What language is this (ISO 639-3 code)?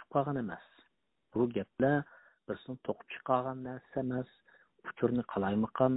uig